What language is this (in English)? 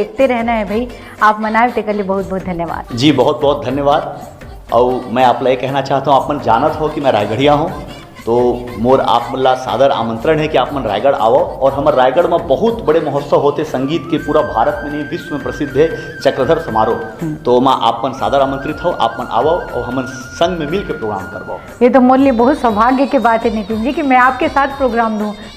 Chhattisgarhi